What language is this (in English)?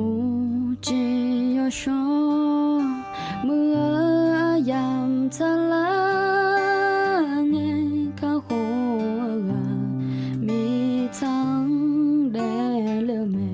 Akha